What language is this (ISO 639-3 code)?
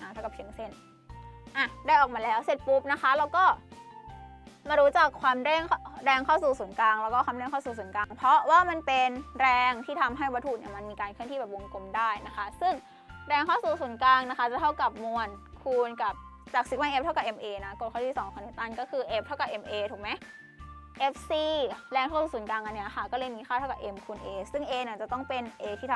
tha